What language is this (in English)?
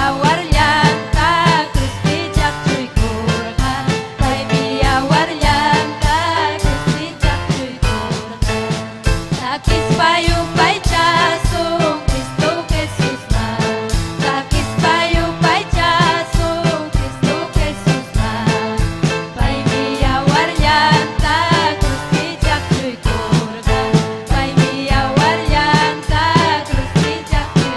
Ayacucho Quechua